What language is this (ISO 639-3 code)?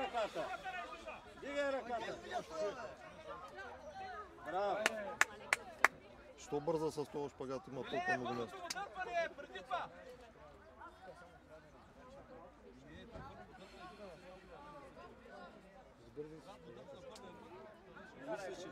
bul